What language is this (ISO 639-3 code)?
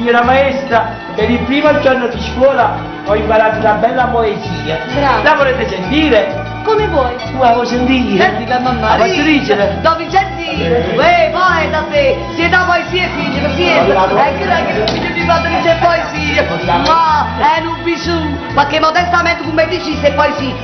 nap